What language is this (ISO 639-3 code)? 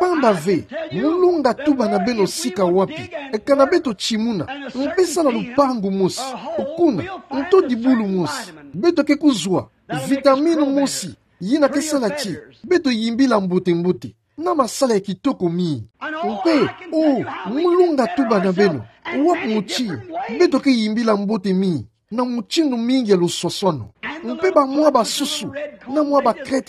ktu